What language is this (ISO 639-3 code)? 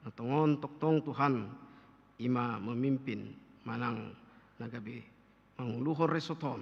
bbc